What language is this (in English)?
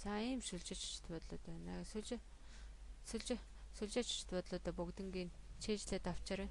Mongolian